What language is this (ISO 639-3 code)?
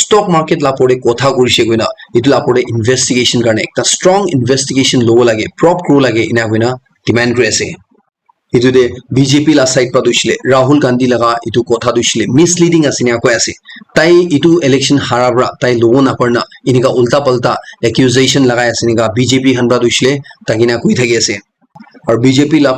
nag